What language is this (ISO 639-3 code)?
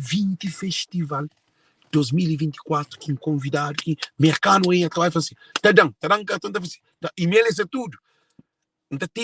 kea